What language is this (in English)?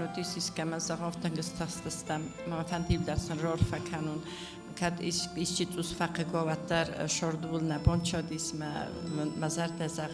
Ossetic